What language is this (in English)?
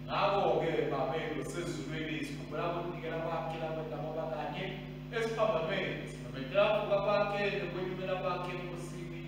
Swati